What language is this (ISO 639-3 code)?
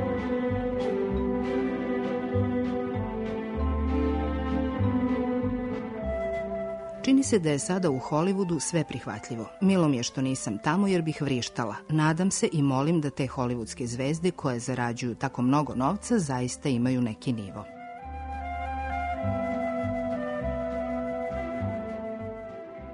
srp